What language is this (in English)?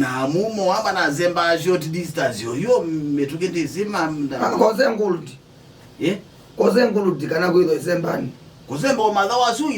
Kamba